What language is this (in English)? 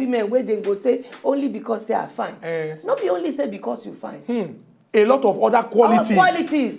Nigerian Pidgin